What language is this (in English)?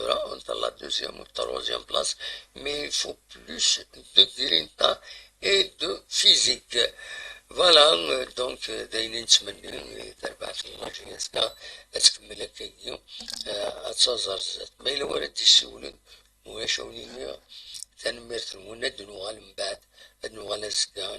Kabyle